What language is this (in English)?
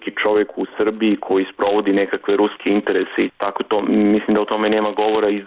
Serbian